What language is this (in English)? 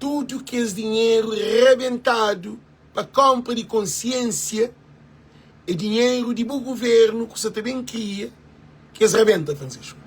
Kabuverdianu